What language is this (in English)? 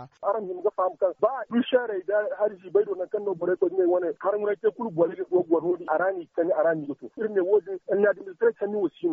Zarma